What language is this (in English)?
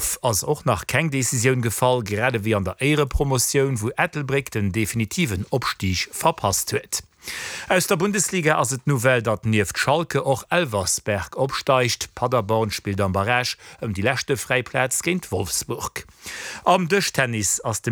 Luxembourgish